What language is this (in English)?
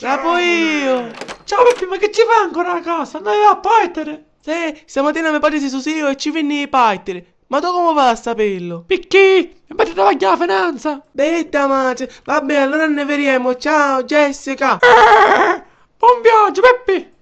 Sicilian